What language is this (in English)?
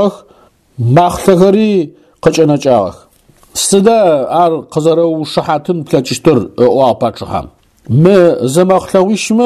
Adyghe